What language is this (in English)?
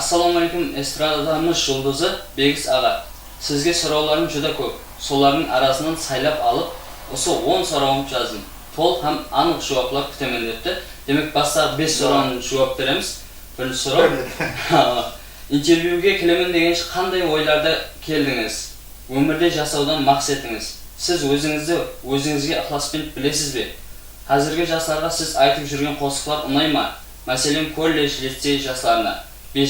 Kara-Kalpak